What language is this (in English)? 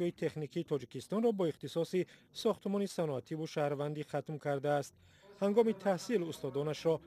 Tajik